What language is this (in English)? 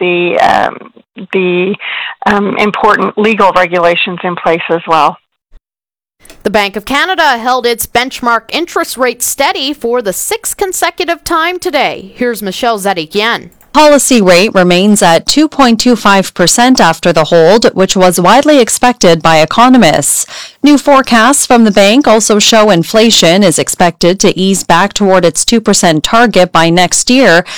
English